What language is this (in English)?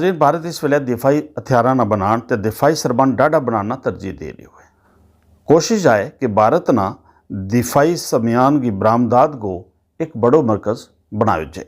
Gujari